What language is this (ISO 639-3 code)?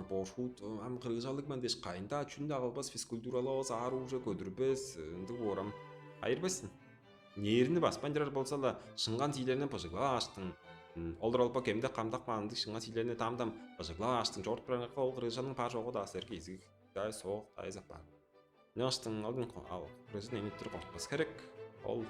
tyv